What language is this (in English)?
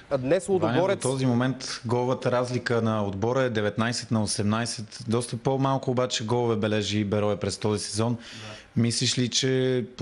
Bulgarian